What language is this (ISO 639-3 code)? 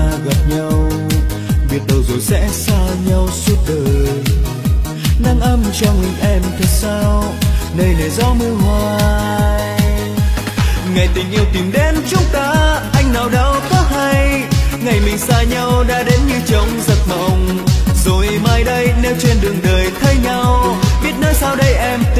vie